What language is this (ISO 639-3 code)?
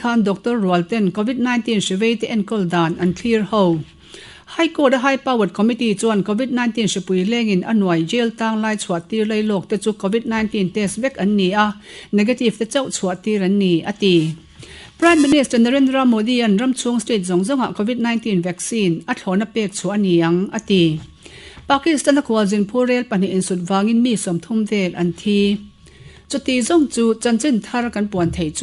lus